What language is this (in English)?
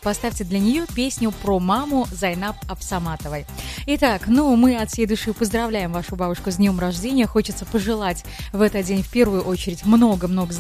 Russian